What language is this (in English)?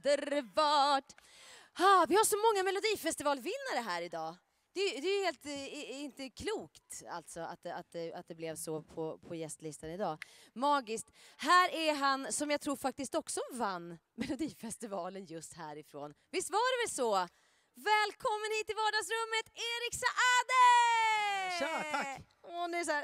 Swedish